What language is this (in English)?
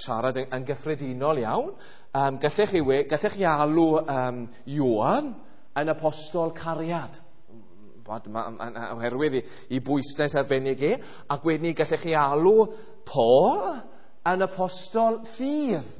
Welsh